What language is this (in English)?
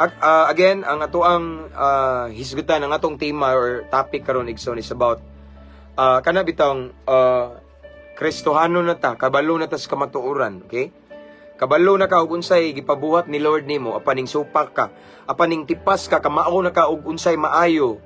Cebuano